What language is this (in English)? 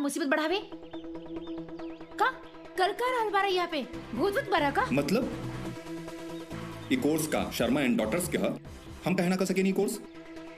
Bhojpuri